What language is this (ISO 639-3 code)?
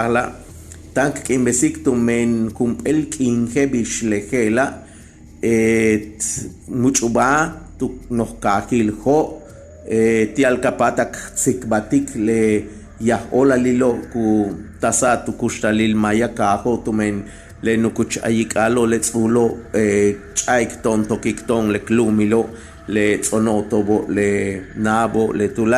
yua